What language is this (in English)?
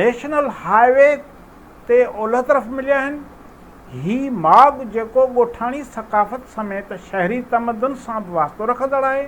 Sindhi